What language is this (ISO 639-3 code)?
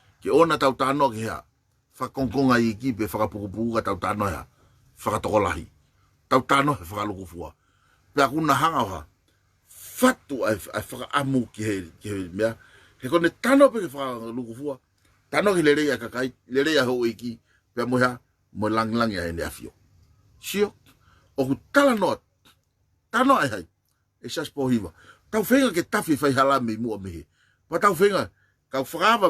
ton